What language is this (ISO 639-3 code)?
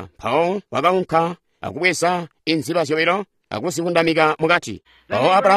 toi